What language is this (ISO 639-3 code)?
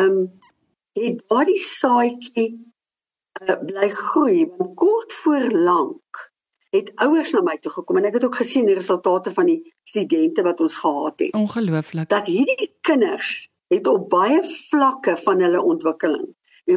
afr